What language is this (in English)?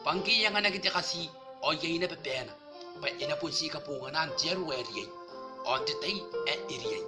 Gilbertese